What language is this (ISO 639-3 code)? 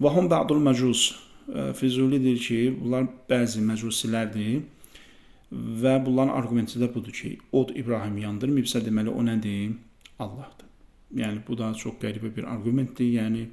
aze